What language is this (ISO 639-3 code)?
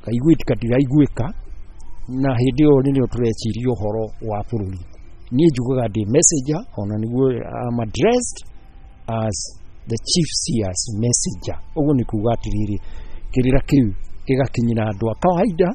kik